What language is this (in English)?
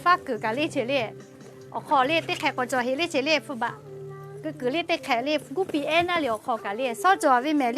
Lahu